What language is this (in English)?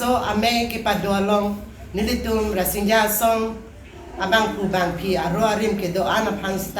Karbi